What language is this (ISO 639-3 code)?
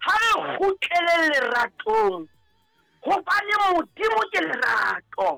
sot